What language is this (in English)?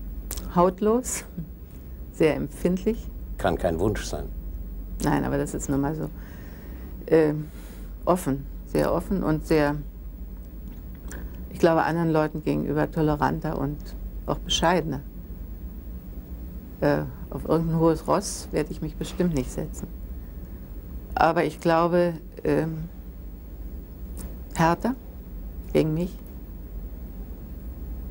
German